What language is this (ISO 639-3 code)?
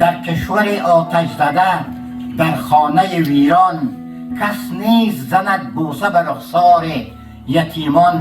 tgk